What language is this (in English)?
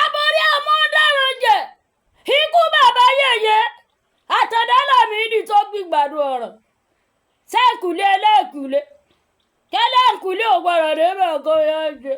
Yoruba